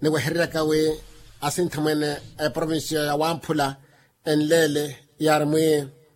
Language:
Makhuwa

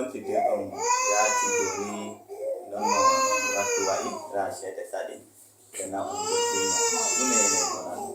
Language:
Nigerian Fulfulde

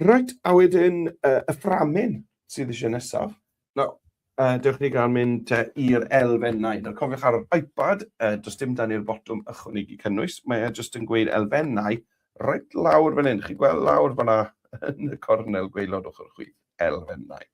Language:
Welsh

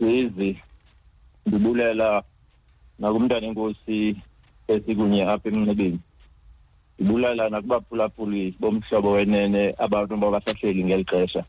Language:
Xhosa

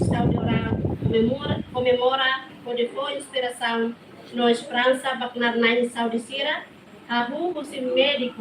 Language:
Tetum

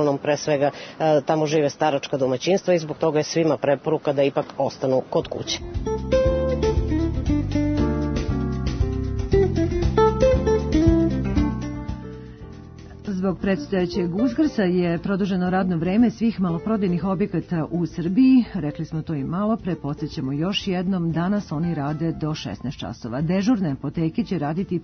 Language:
Serbian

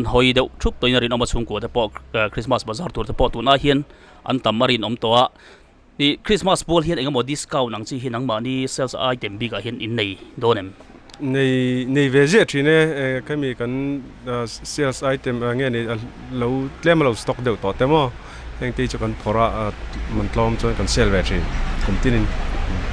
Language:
Mizo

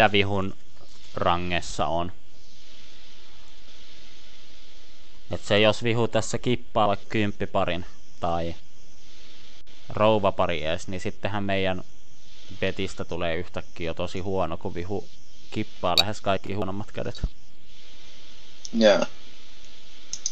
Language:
Finnish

